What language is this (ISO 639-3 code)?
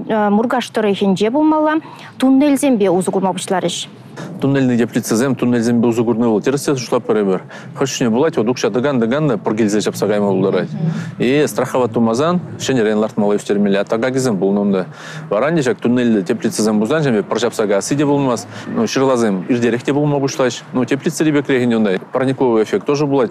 chv